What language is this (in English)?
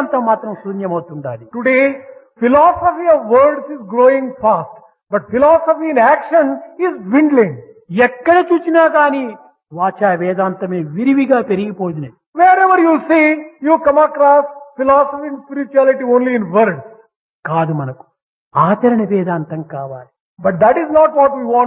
Telugu